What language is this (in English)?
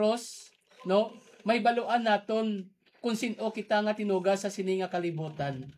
Hiligaynon